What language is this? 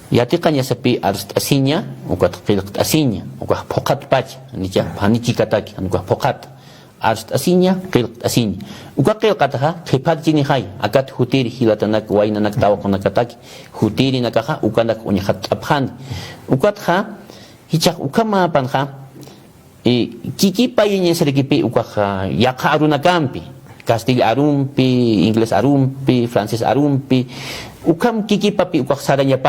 Aymara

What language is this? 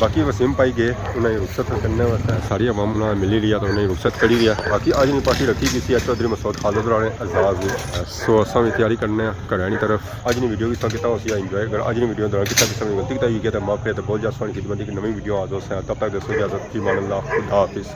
Pahari-Potwari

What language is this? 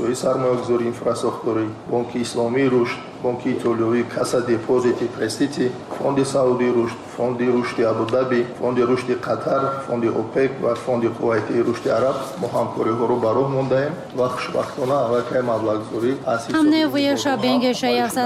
Tajik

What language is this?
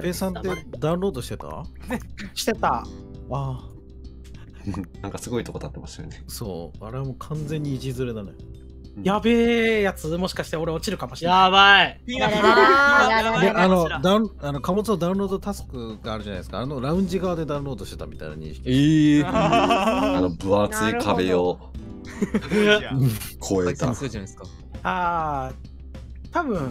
Japanese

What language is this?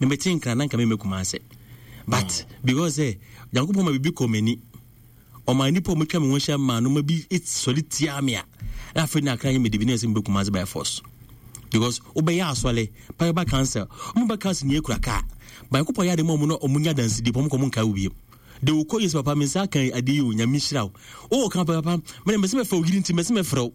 Akan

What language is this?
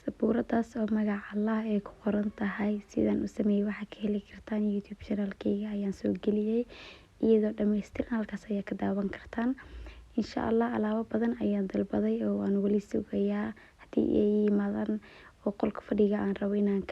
Somali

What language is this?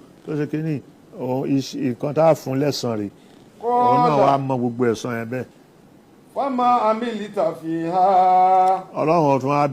Yoruba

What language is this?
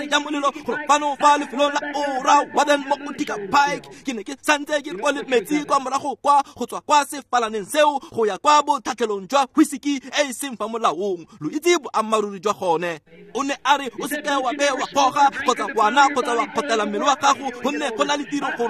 Tswana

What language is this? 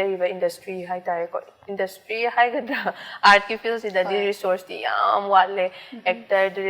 Manipuri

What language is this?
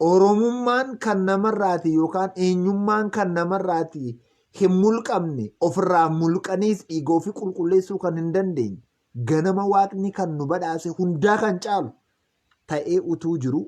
Oromo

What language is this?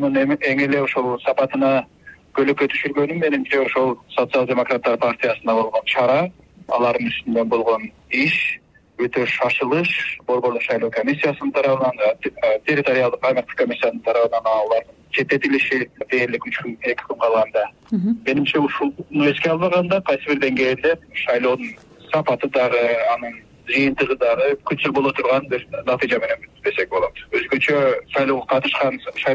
Kyrgyz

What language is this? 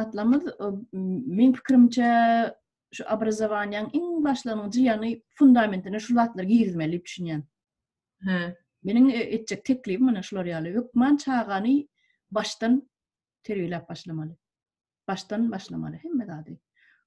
Turkmen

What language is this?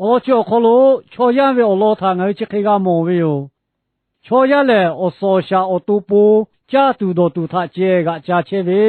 Lahu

